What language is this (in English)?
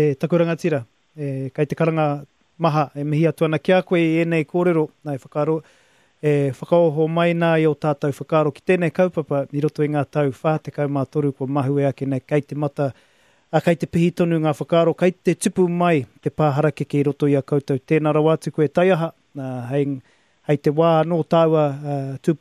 Māori